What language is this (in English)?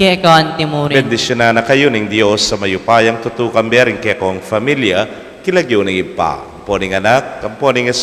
Pampanga